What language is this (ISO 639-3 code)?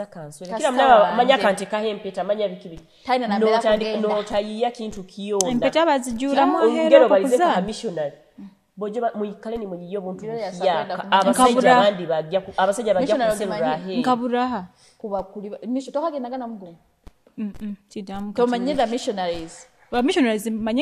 nyo